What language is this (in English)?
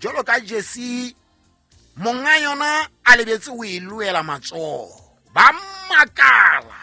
Southern Sotho